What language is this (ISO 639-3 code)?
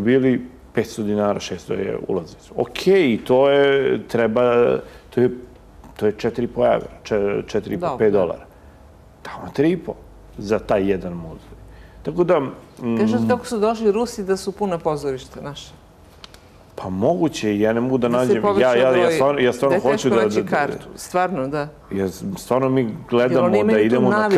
srp